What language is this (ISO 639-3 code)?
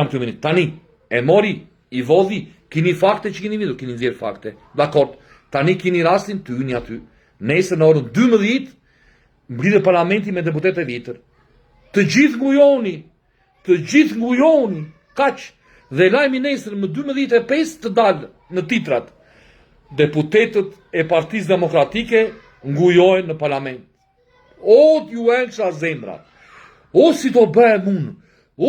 sqi